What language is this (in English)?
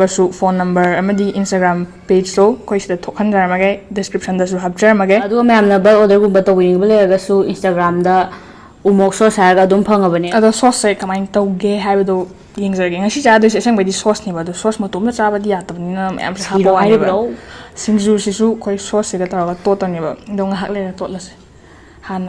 Manipuri